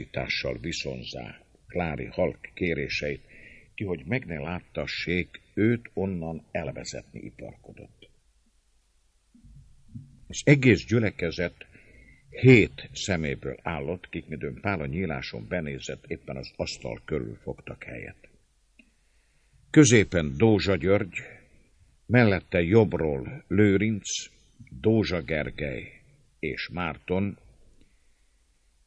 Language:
Hungarian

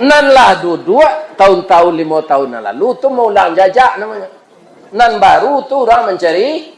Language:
Minangkabau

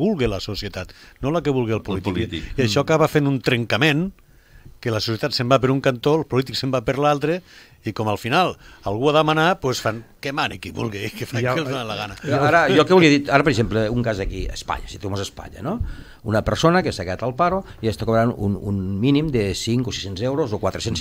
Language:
Catalan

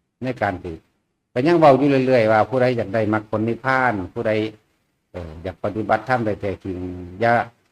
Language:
Northeastern Thai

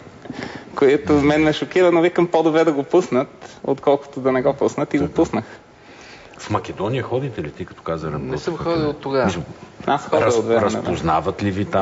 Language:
Bulgarian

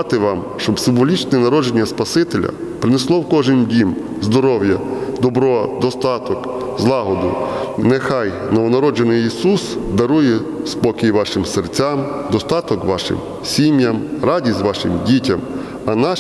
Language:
Ukrainian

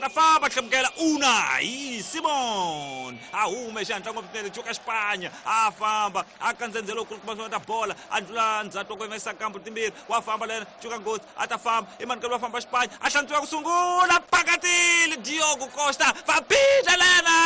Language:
Tsonga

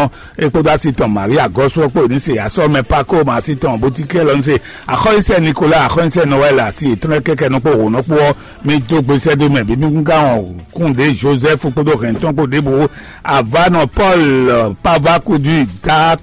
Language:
Fon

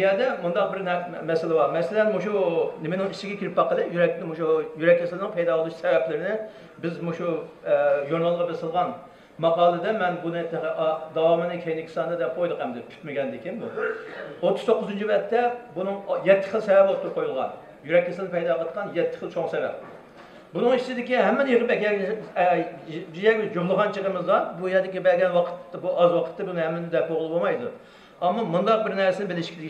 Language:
Uyghur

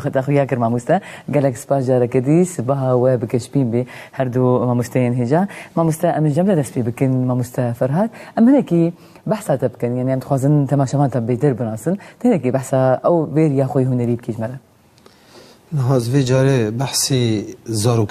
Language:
Kurdish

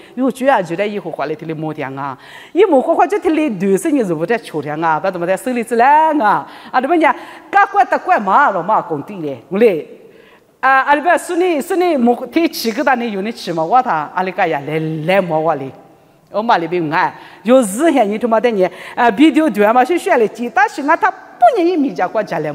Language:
Lisu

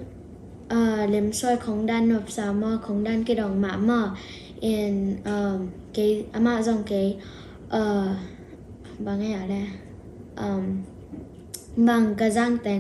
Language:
Tedim Chin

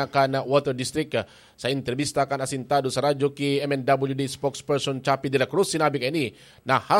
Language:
Bikol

